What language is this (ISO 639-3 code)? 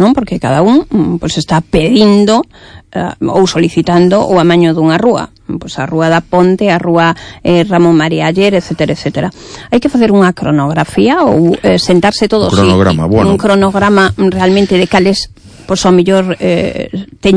glg